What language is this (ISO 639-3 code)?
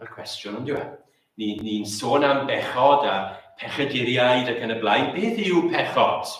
cym